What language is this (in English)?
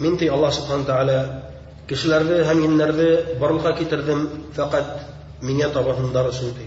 Bashkir